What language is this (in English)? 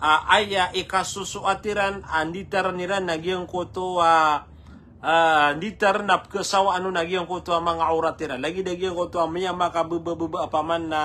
Maranao